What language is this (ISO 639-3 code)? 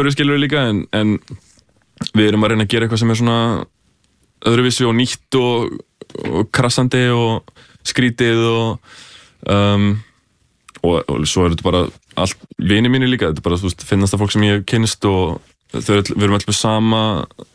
isl